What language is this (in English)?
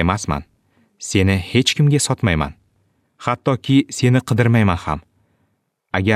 Uzbek